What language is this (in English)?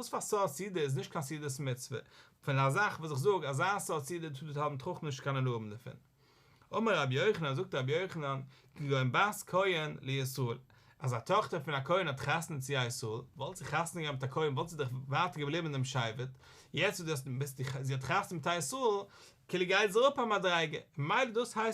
Yiddish